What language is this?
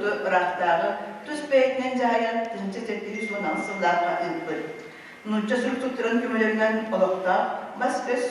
Yakut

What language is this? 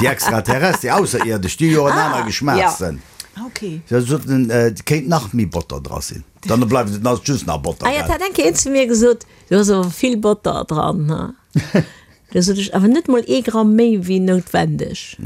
Luxembourgish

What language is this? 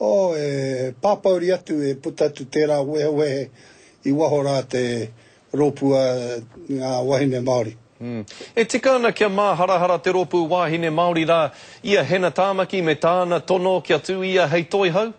Māori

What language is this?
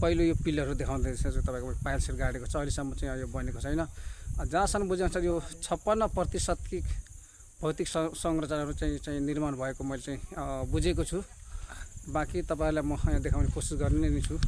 Nepali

